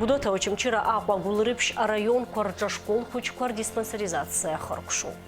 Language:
Abkhazian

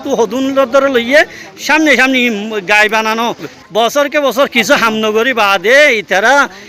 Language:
Rohingya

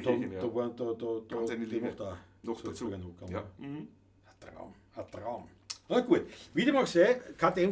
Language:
Bavarian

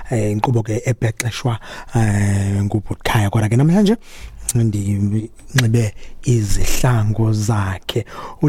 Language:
Xhosa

